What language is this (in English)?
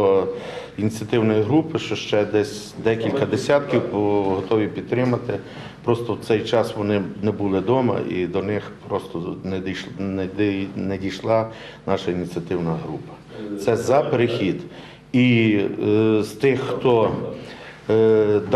Ukrainian